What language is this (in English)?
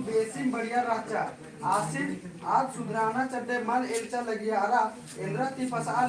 Kurukh